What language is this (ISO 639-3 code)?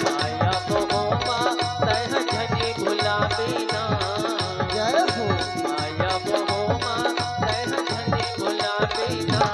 hne